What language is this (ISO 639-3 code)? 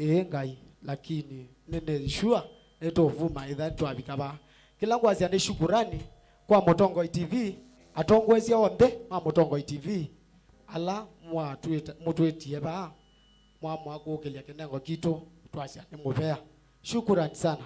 kam